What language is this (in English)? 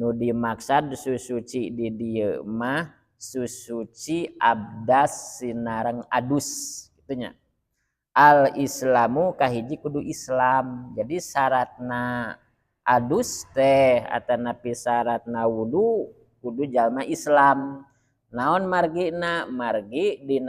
Sundanese